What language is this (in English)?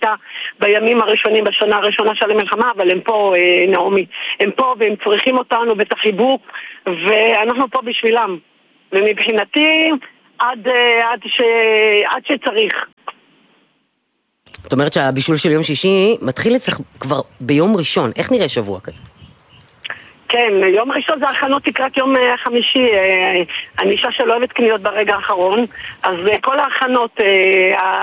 Hebrew